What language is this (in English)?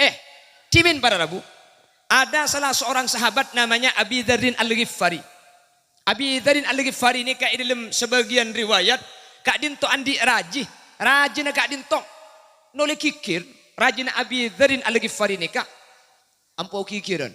Madurese